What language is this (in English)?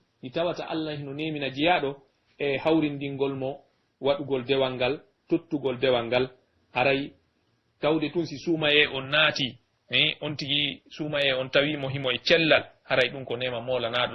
Pular